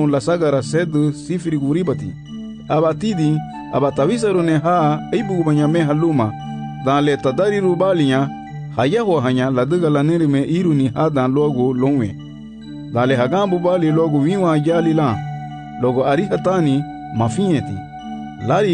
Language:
Garifuna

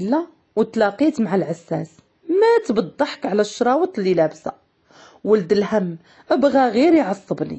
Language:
Moroccan Arabic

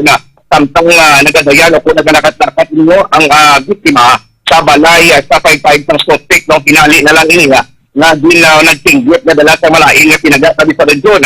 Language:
Hiligaynon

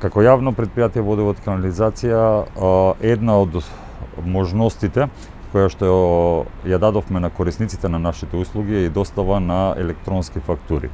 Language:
Macedonian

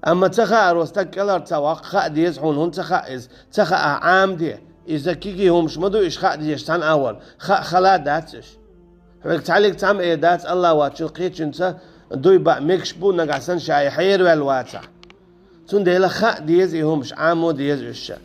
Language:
Chechen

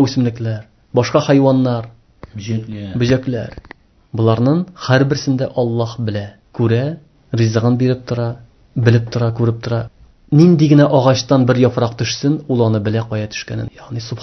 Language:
Tatar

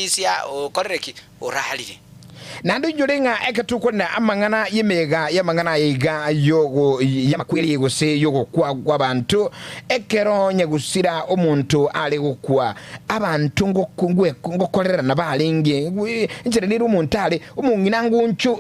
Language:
Gusii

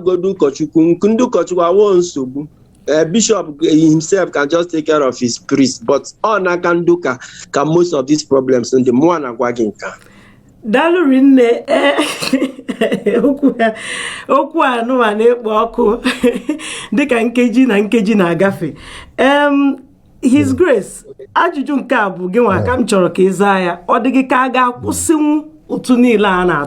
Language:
Igbo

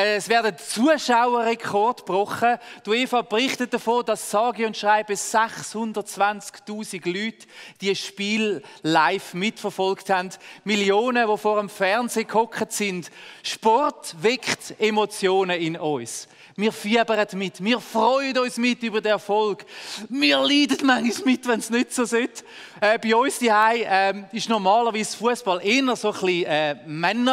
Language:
Swiss German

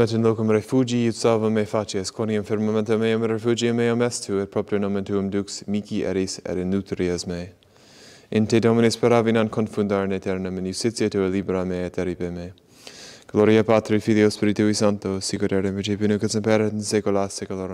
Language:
Latin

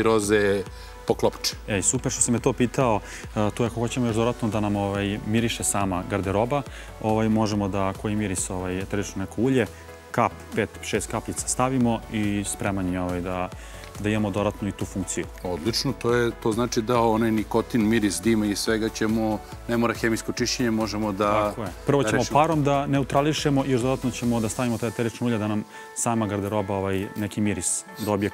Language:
Serbian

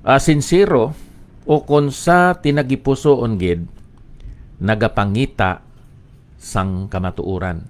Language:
Hiligaynon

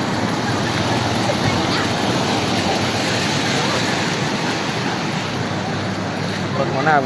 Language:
Lao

